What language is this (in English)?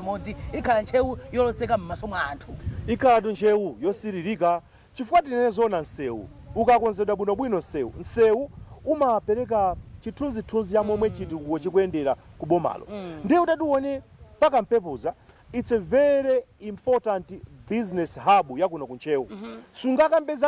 Nyanja